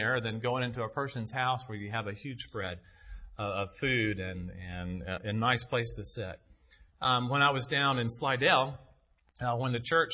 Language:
English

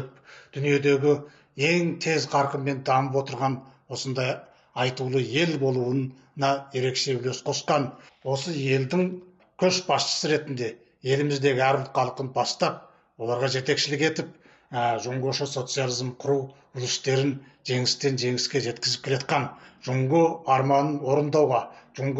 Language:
Kazakh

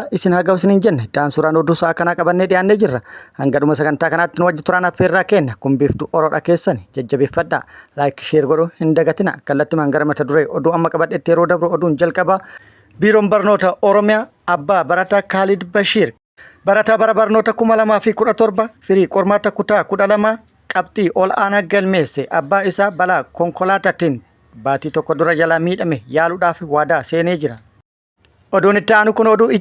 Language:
Oromo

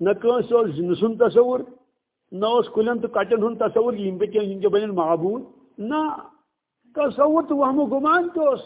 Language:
Kashmiri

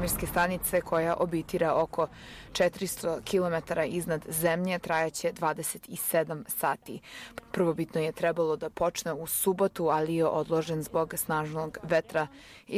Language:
Serbian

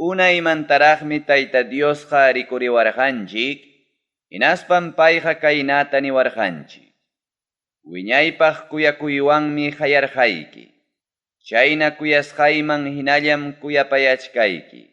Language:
Ayacucho Quechua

